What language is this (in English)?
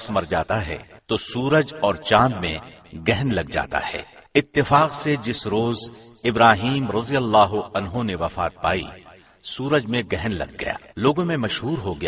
Urdu